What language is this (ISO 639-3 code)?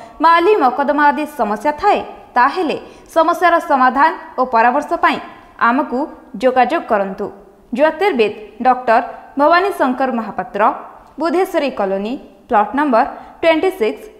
ori